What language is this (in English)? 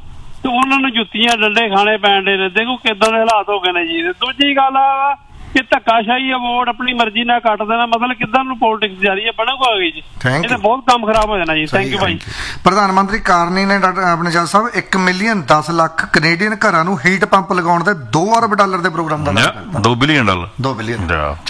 Punjabi